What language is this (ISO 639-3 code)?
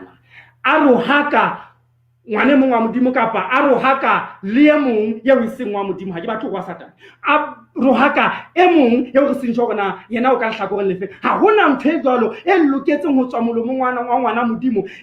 sot